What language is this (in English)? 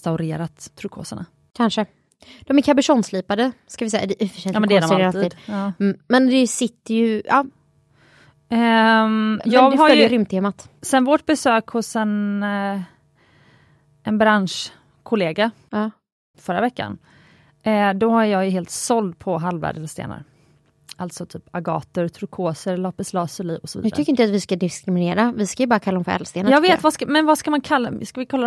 Swedish